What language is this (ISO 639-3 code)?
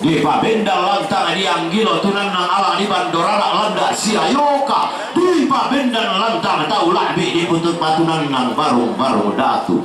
sda